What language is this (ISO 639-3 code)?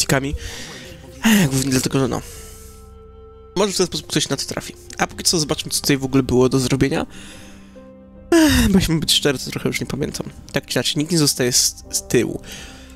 pol